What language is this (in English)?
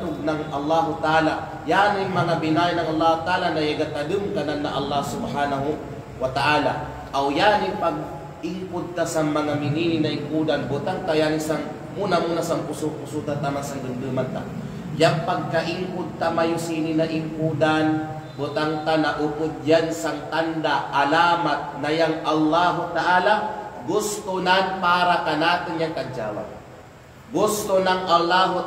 Kalagan